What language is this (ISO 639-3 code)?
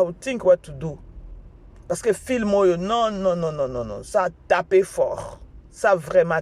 lin